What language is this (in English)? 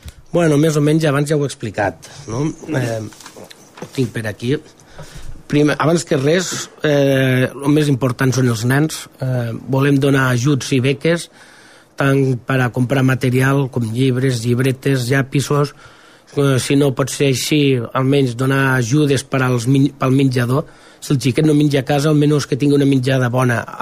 Catalan